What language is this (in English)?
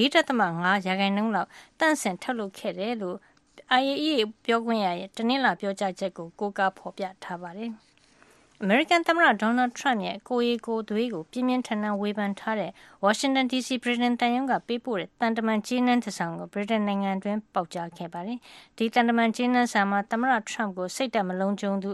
Burmese